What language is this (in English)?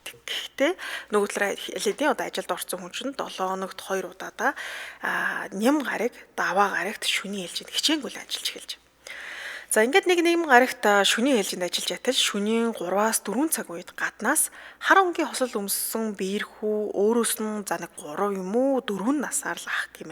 Mongolian